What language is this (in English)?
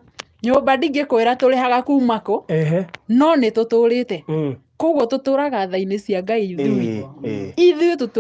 Kikuyu